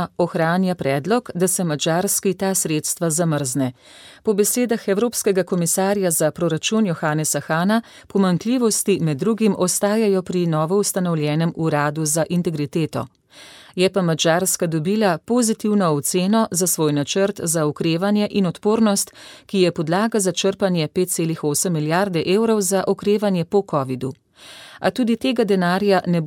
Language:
Slovenian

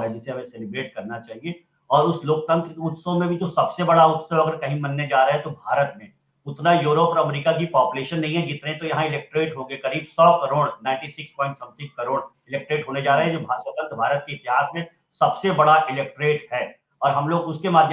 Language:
Hindi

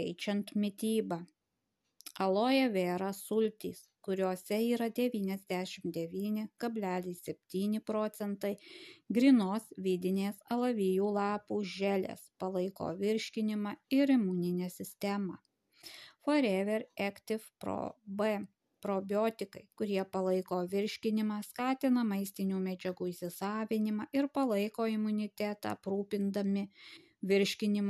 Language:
Lithuanian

